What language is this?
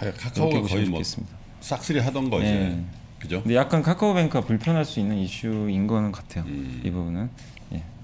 Korean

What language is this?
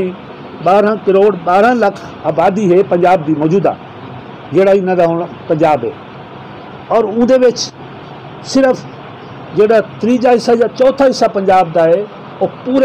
Saraiki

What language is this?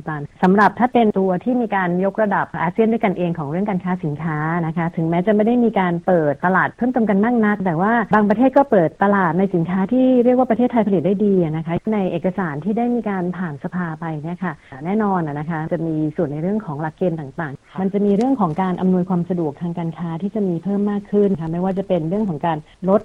Thai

